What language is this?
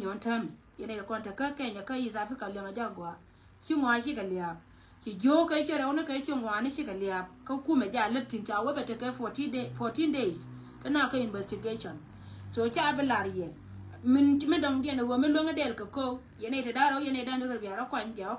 Nuer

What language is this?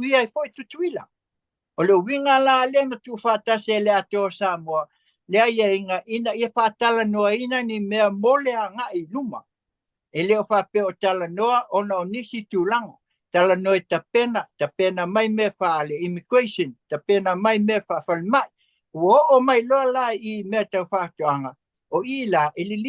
Samoan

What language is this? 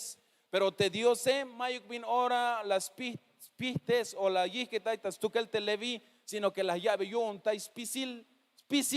Tzeltal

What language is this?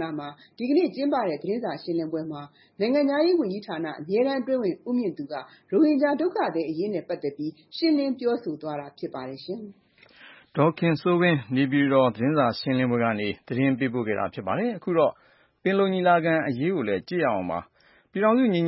Burmese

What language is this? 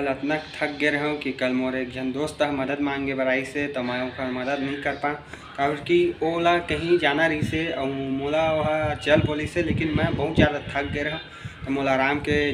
Chhattisgarhi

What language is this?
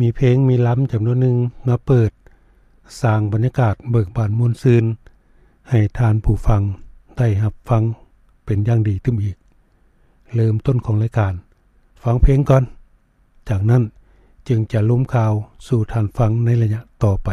Lao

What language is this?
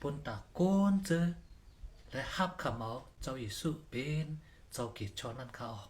Shan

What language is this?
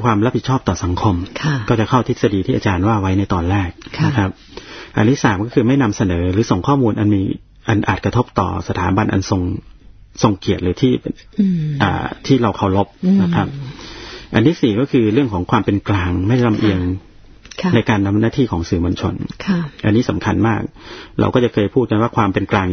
Thai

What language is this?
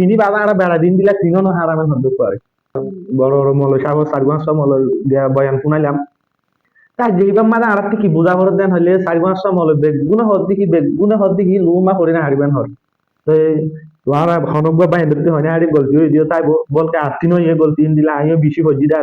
Rohingya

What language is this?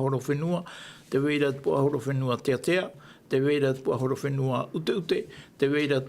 Tahitian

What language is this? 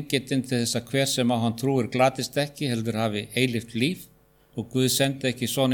Icelandic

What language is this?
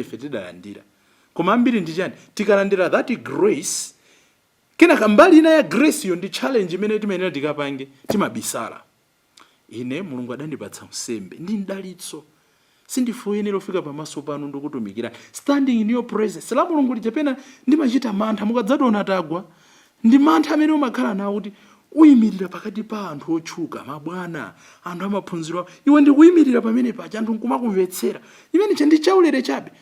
Nyanja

